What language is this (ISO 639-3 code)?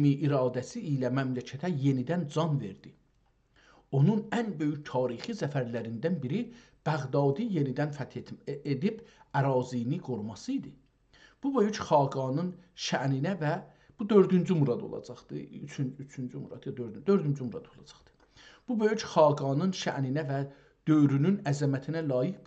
azb